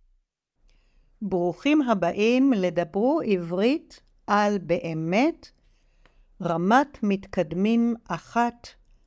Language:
Hebrew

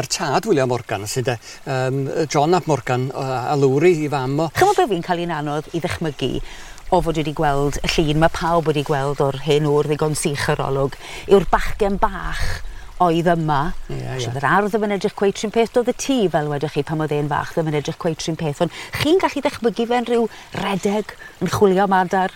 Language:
Welsh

